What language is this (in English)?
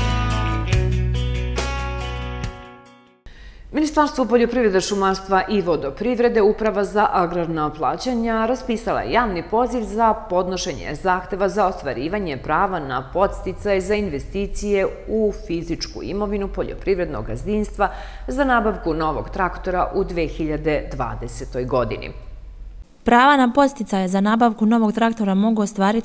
Serbian